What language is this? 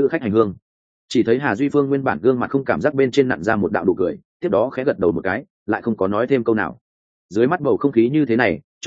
Vietnamese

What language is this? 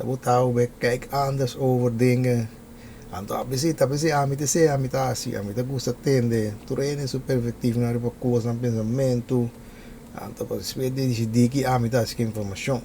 Papiamento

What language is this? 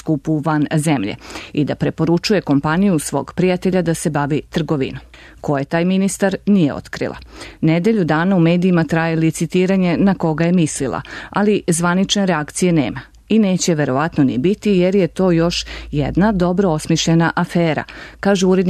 Serbian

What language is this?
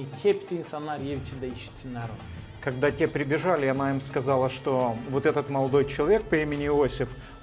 Gagauz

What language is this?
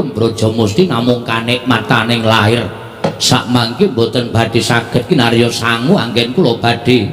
Javanese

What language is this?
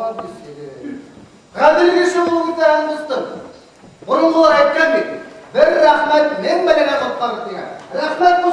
Bashkir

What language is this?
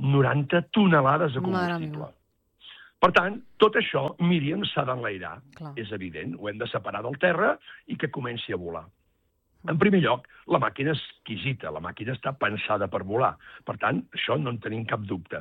Catalan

